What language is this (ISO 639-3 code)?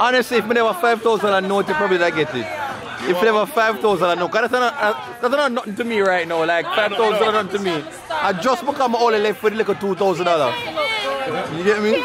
jam